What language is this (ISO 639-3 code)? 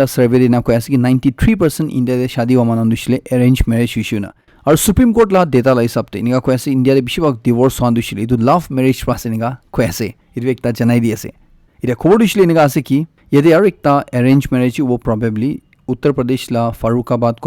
nag